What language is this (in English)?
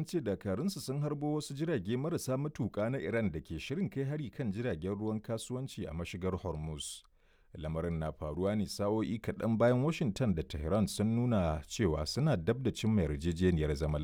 Hausa